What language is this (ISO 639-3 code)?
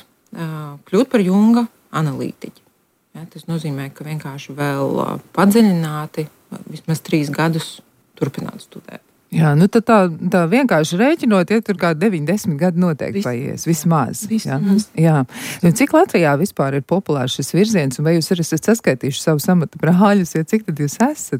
lav